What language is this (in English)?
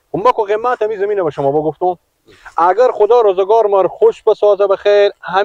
Persian